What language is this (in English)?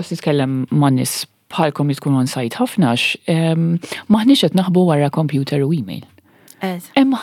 Maltese